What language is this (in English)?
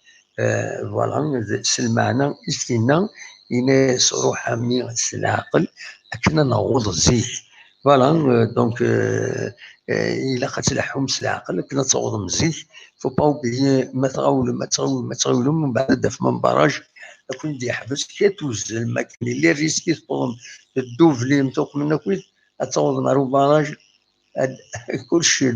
Kabyle